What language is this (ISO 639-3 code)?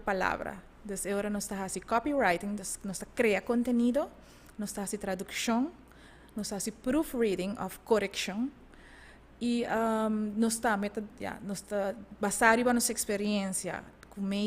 pap